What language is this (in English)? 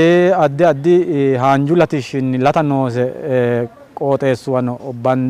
Sidamo